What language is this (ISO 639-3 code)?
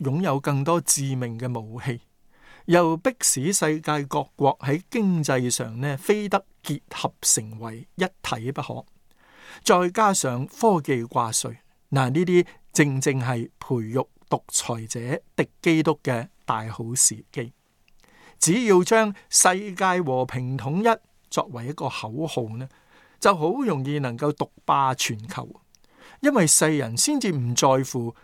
yue